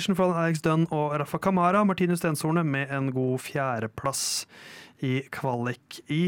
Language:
Norwegian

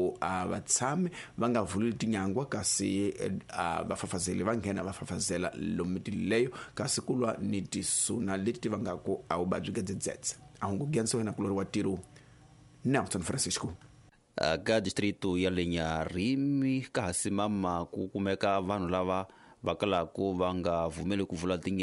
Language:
Tsonga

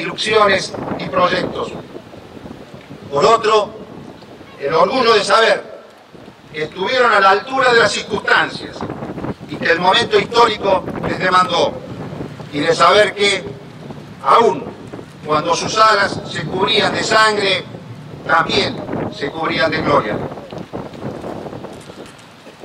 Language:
Spanish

